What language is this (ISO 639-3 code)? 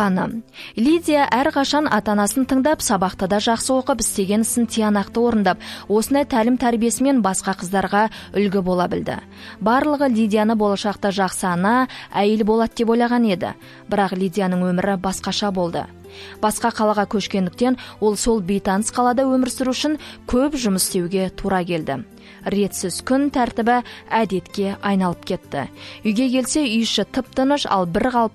kaz